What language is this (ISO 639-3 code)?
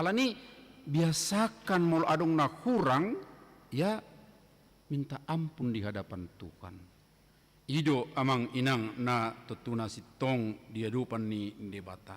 bbc